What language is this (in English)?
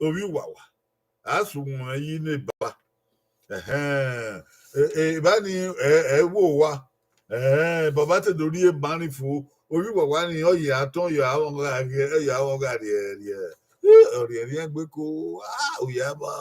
Bini